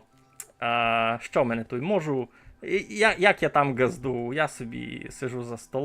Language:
Rusyn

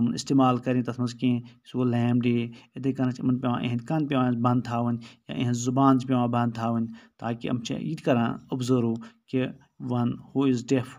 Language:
Kashmiri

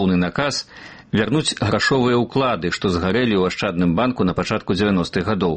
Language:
Belarusian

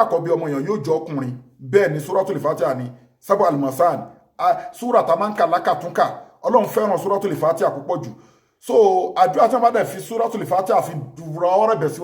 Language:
Yoruba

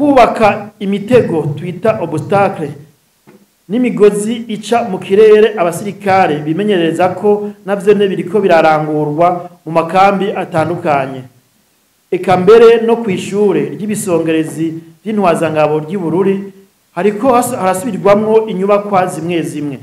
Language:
Rundi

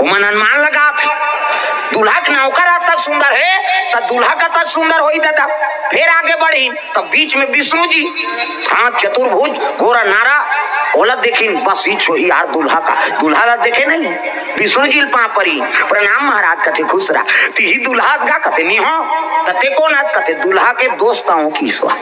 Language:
Chhattisgarhi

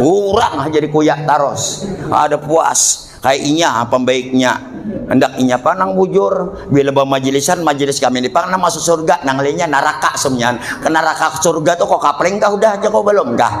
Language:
Banjar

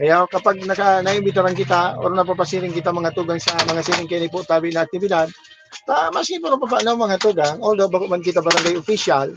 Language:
Bikol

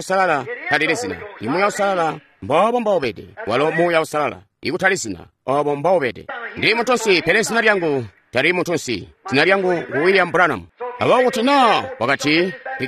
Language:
Tonga (Zambia)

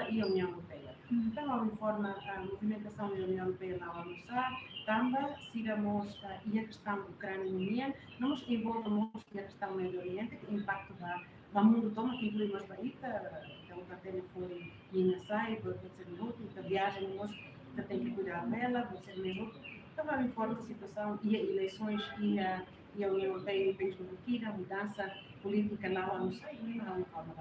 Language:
Tetum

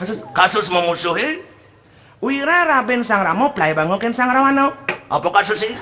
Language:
Balinese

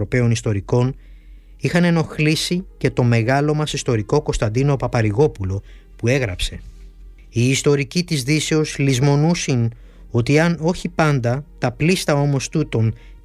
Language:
Greek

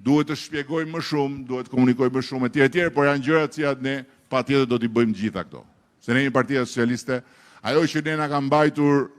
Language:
Albanian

